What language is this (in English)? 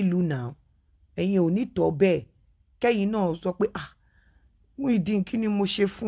Yoruba